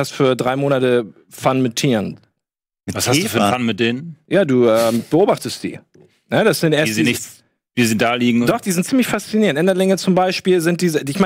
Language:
German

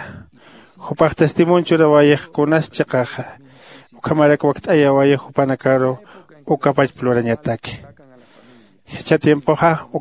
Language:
Aymara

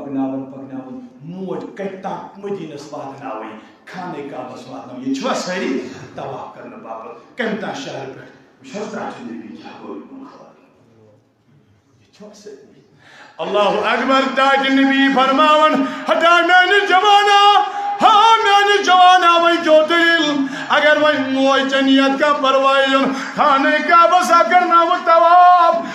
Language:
Kashmiri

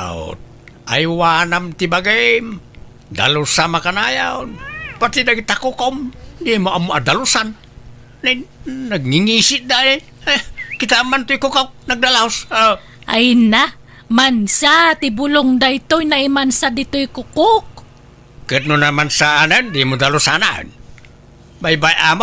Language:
Iloko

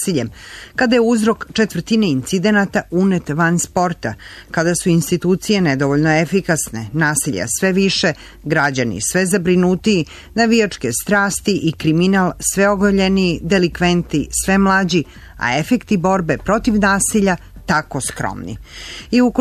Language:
Serbian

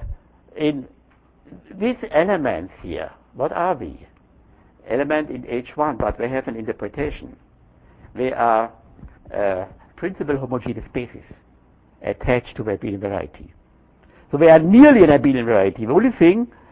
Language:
English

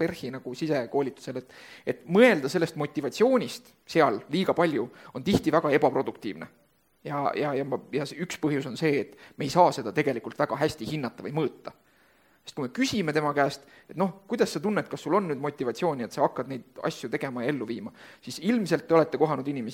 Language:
Estonian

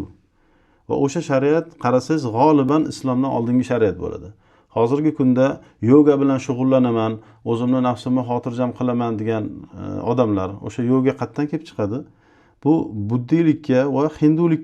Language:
Uzbek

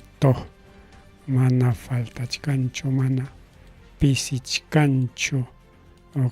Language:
Ayacucho Quechua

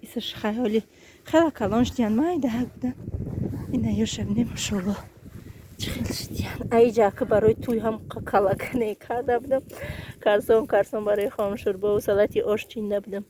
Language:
Tajik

